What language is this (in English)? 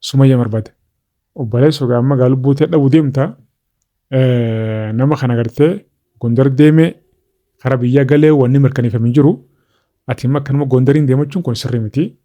Oromo